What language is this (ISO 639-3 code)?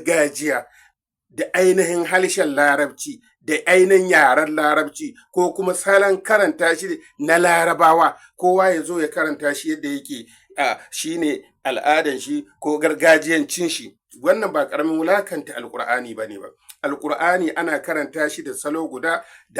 hau